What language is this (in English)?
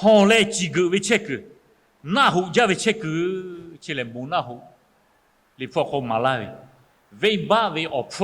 Lahu